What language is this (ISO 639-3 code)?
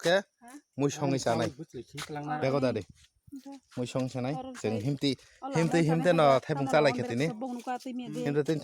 trp